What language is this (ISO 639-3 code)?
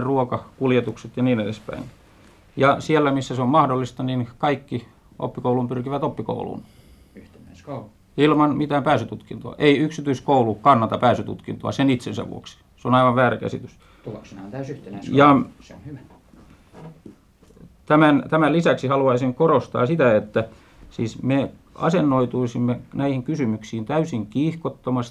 fin